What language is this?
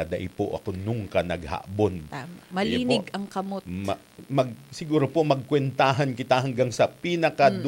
Bikol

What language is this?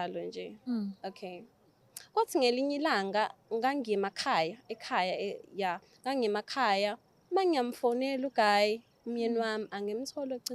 Zulu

